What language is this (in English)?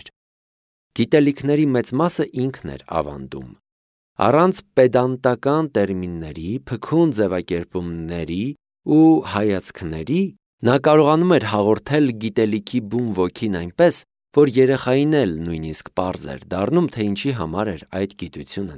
Armenian